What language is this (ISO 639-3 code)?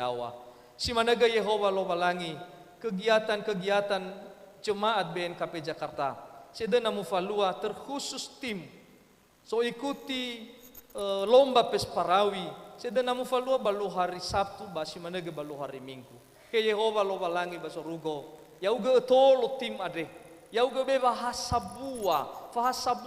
nia